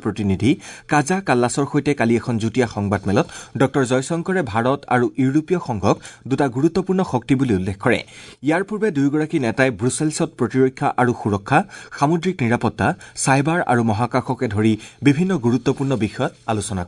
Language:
Assamese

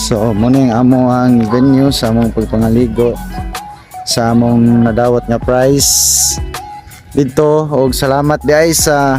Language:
Cebuano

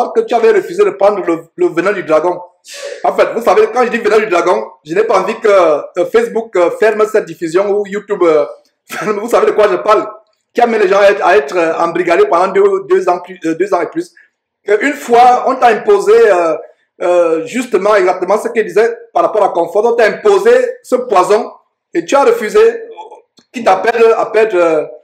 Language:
French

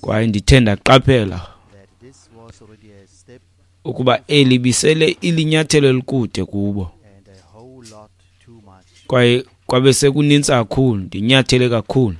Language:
Xhosa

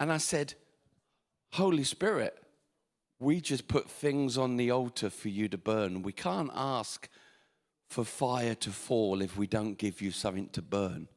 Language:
English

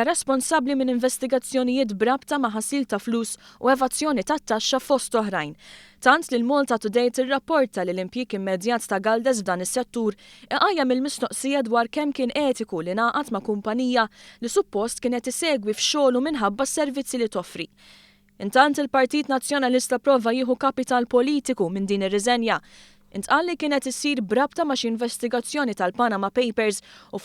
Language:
Maltese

